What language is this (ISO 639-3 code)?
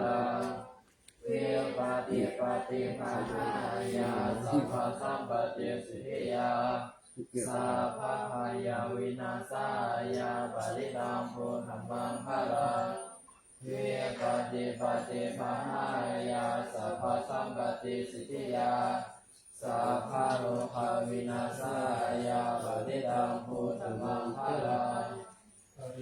pli